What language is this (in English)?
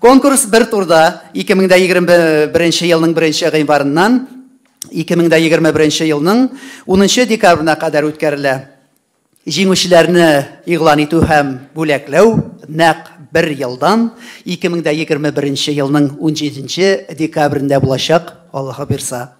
Tatar